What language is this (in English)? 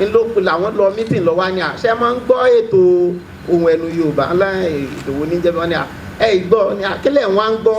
Yoruba